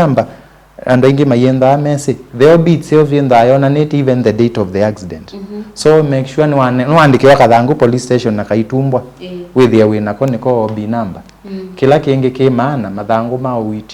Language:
Kamba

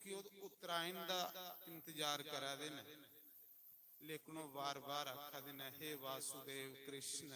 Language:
Dogri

